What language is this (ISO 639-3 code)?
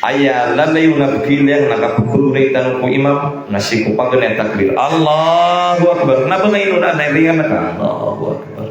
mrw